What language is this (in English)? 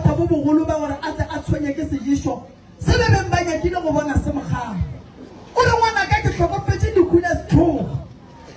Northern Sotho